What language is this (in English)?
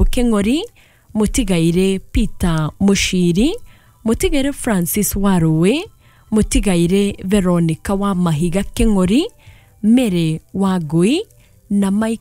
Kikuyu